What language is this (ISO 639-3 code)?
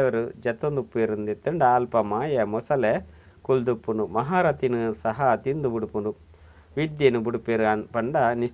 tcy